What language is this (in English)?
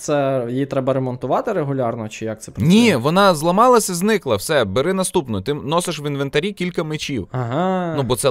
Ukrainian